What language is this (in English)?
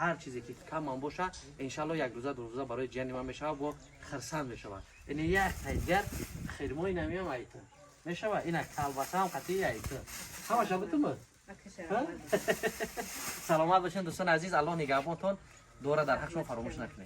Tajik